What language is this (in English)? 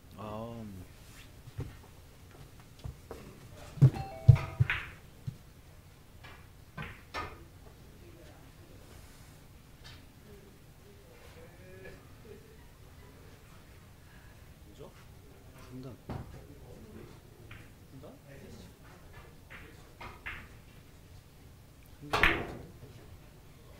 Korean